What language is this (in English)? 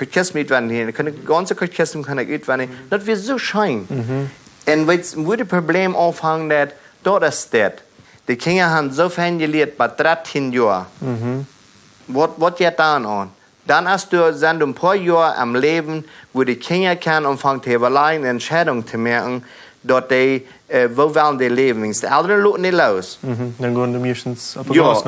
Plautdietsch